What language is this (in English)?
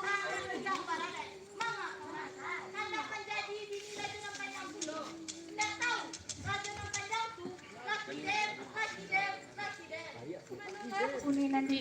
Minangkabau